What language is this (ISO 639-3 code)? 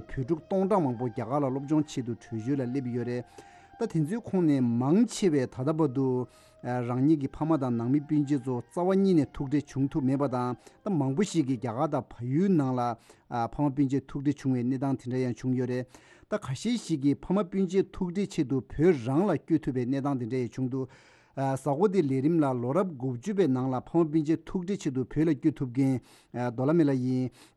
bod